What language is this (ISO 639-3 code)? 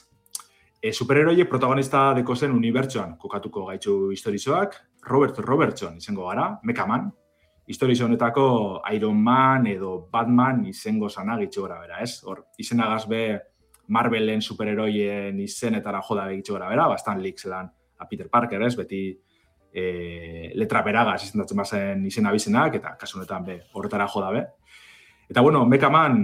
eus